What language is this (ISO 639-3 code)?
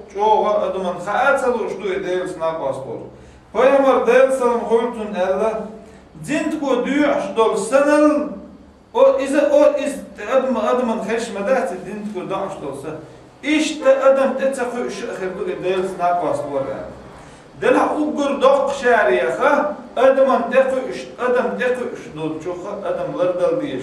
che